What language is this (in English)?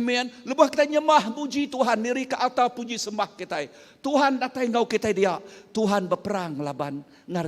Iban